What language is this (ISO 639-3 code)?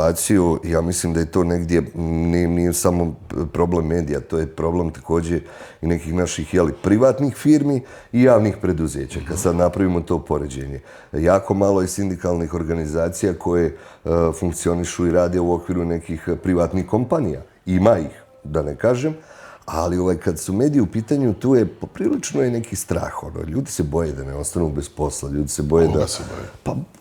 bos